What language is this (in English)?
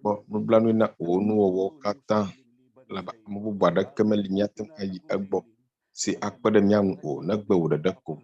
Ewe